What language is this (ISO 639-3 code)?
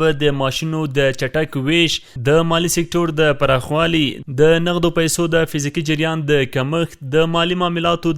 pus